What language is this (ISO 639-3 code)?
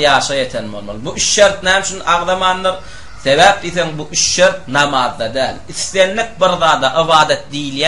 tuk